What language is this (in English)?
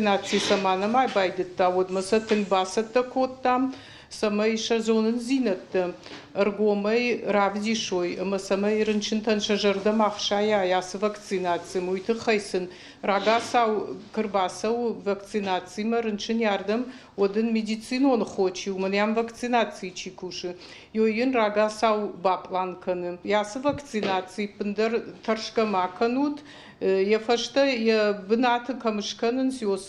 Ossetic